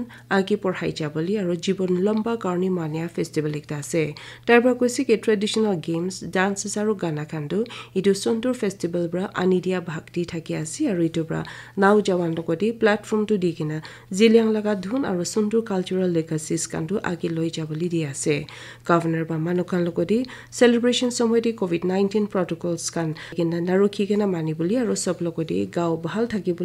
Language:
Naga Pidgin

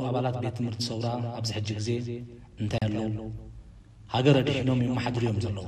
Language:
Tigrinya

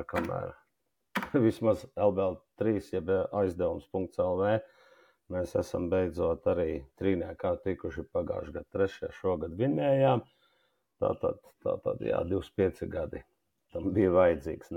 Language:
Latvian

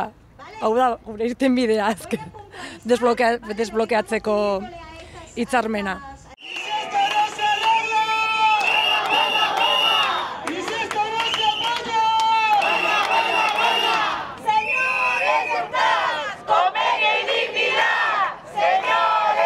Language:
Basque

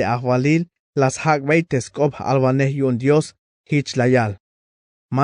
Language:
Tzeltal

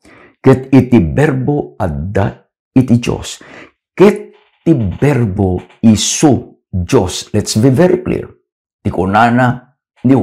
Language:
Iloko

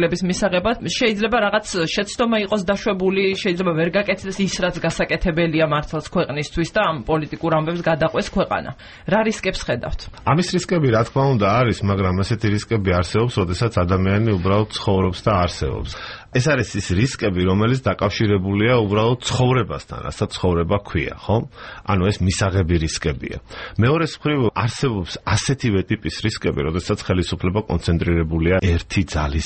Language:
Georgian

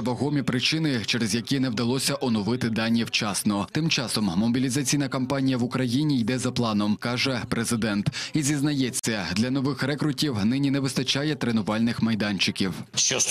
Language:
Ukrainian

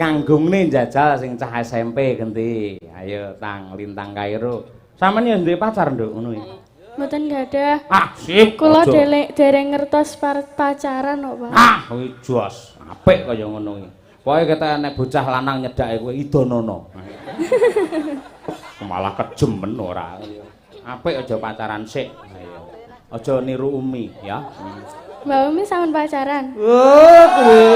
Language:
Javanese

